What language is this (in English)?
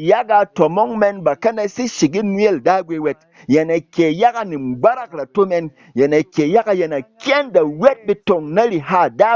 Berom